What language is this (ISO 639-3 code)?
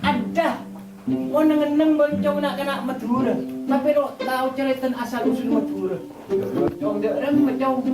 mad